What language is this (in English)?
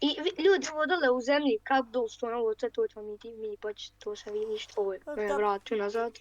Bosnian